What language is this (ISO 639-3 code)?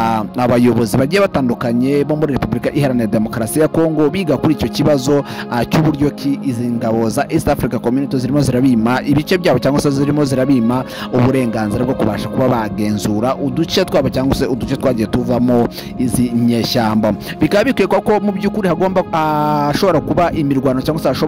kin